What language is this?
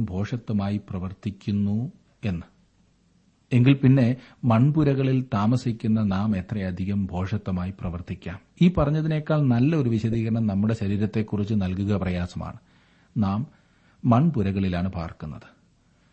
Malayalam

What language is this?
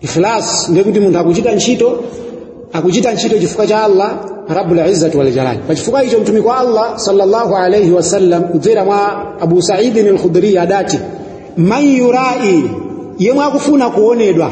Nyanja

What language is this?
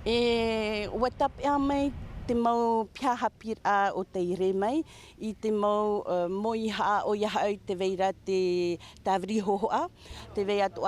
Tahitian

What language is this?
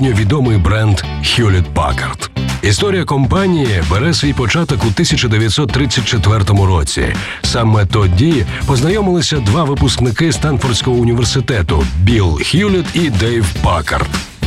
Ukrainian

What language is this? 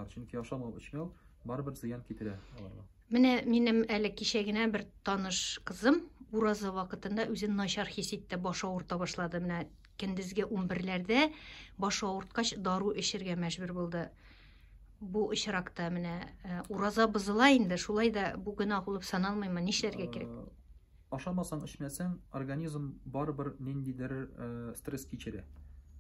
Tatar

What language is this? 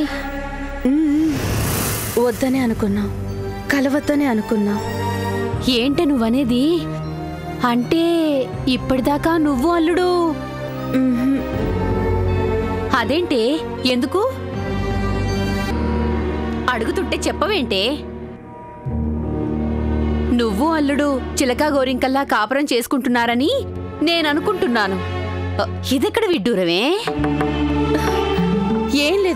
Telugu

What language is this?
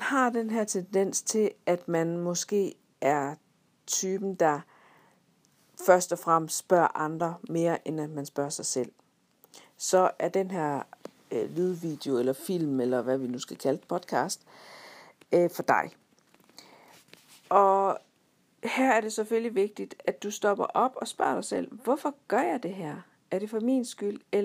Danish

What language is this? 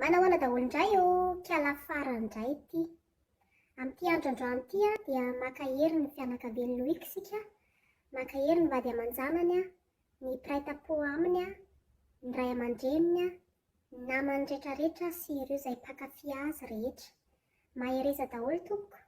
Malagasy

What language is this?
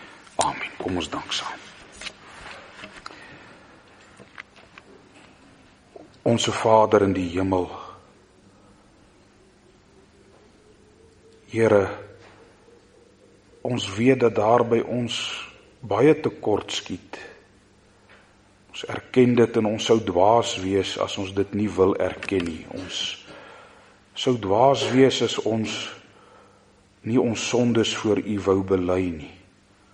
Afrikaans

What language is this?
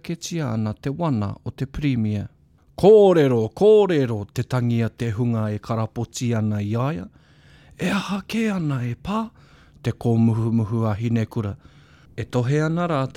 Māori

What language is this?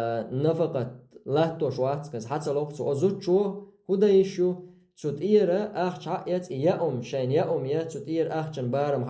Chechen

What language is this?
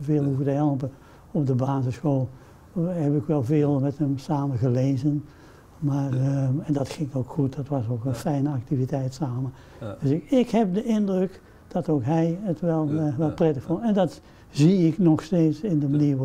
Dutch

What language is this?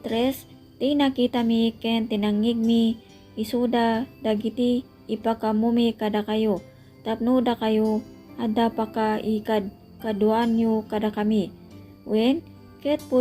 Iloko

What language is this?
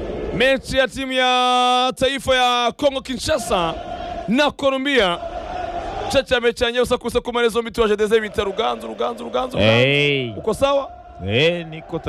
Kinyarwanda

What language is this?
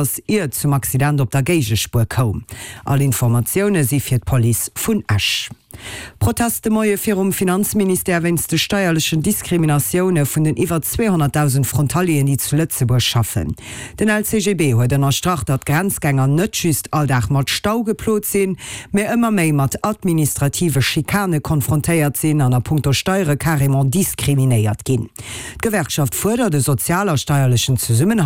Luxembourgish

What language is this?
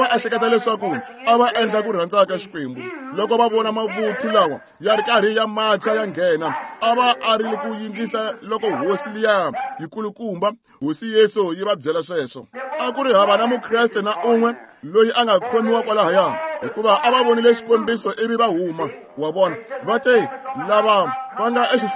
Tsonga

